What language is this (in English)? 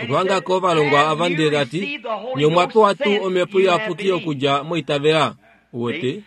Kuanyama